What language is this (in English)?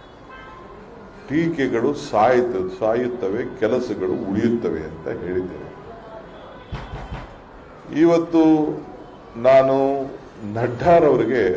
Kannada